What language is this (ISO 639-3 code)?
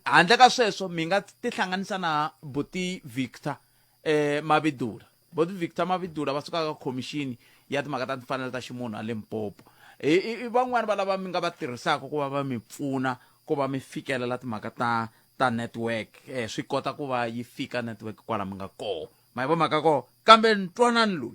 tso